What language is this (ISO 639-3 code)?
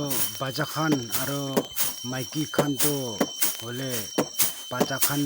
nag